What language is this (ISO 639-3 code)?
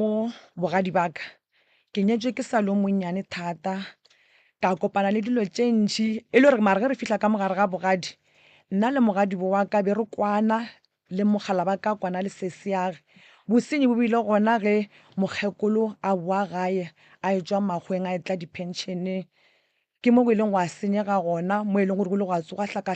nso